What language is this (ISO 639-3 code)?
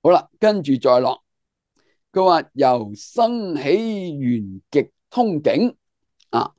yue